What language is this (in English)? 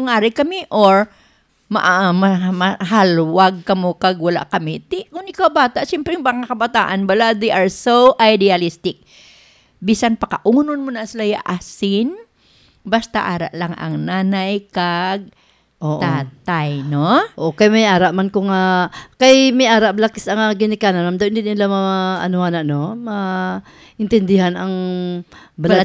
Hiligaynon